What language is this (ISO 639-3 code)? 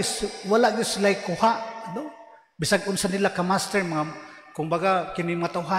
ceb